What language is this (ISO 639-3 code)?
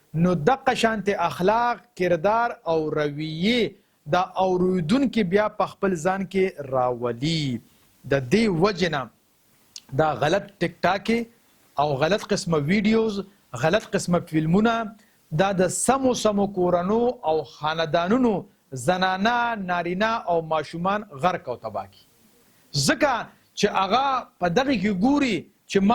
pus